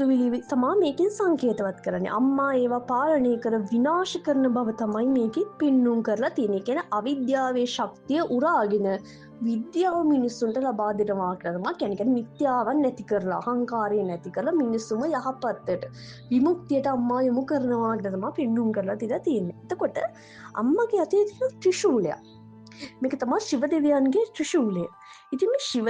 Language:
Sinhala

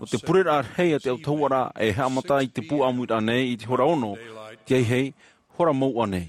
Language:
Tahitian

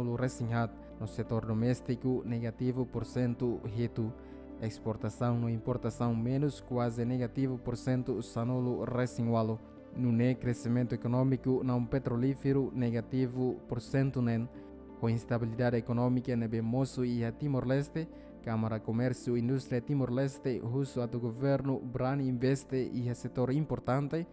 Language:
Tetum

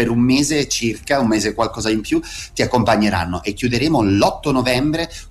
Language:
Italian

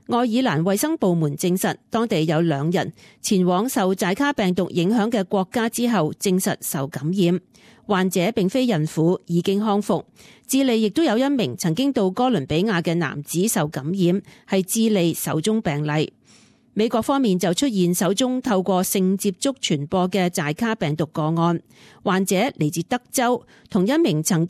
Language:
Cantonese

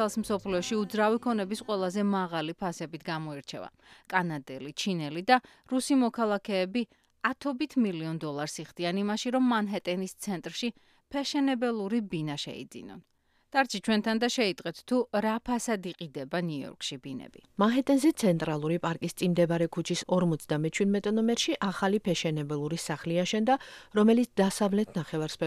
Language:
Georgian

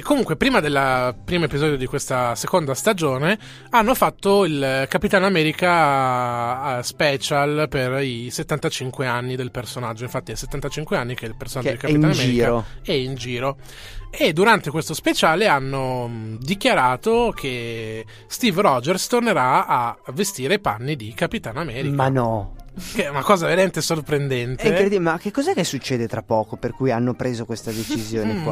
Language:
Italian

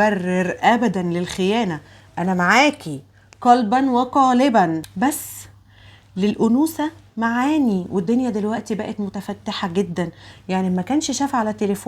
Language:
Egyptian Arabic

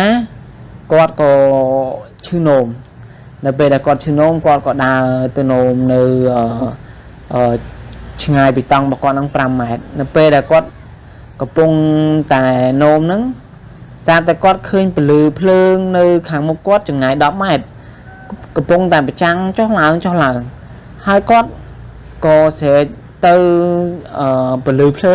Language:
Khmer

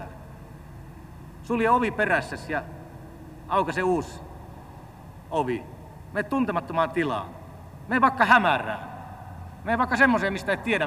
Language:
Finnish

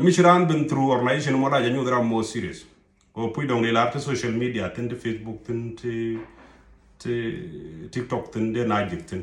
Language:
Nuer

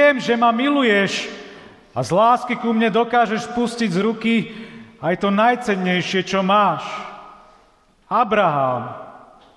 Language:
Slovak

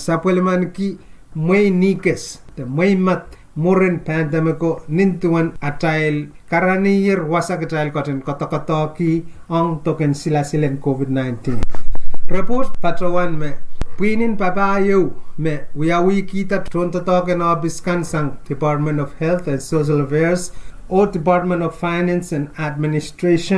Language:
Pohnpeian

